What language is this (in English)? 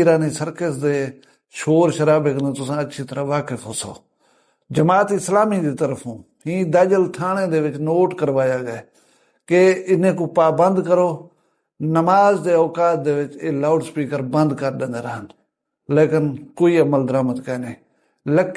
Saraiki